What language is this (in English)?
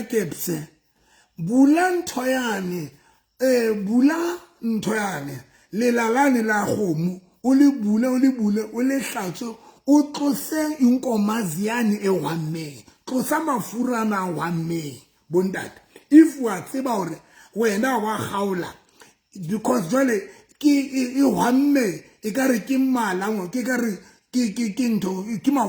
Southern Sotho